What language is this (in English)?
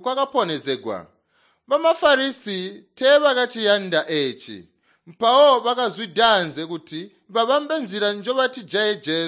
Tonga (Zambia)